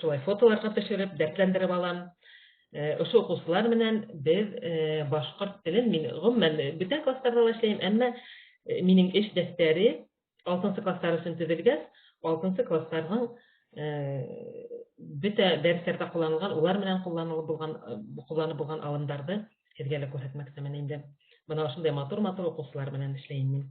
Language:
Bashkir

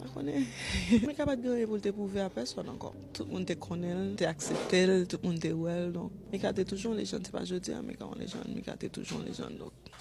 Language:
Haitian Creole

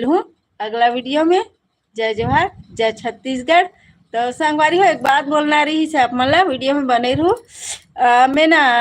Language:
Chhattisgarhi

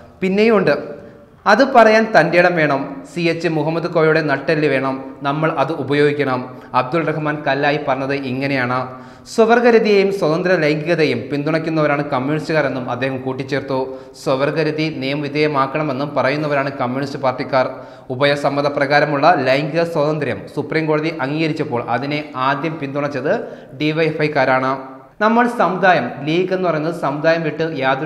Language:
Malayalam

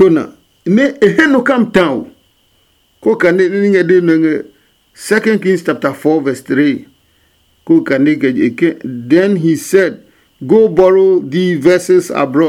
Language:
Adangme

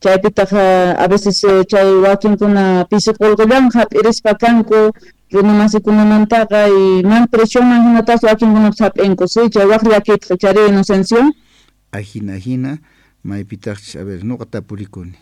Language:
Quechua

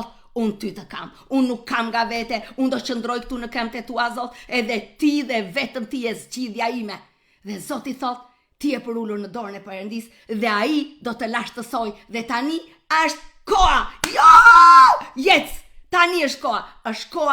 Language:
Albanian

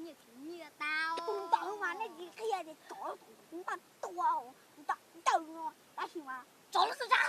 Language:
Hmong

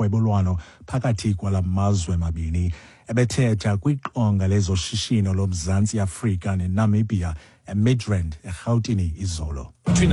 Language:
Xhosa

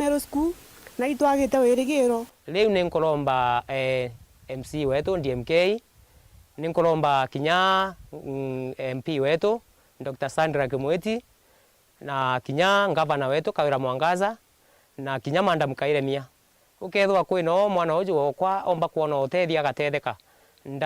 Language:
Meru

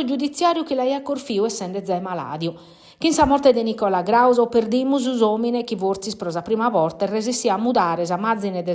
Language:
Sardinian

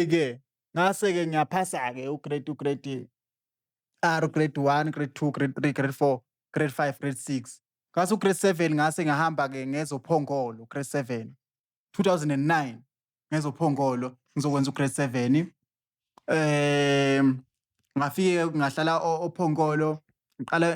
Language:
Zulu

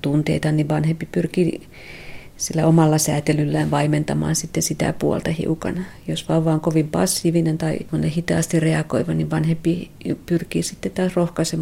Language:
Finnish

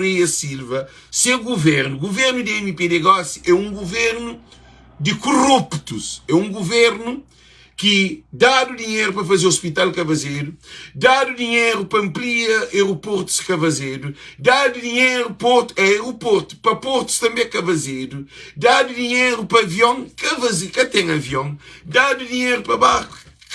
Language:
Kabuverdianu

